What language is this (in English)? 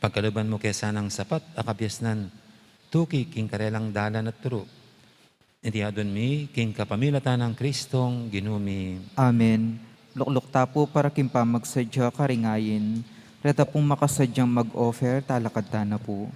Pampanga